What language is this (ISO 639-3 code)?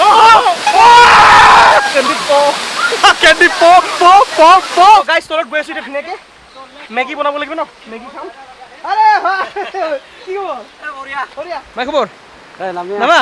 asm